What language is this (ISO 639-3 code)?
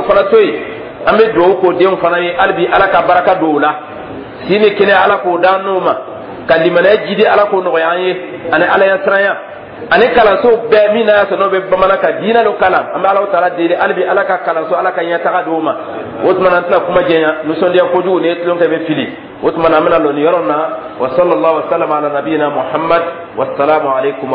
dyu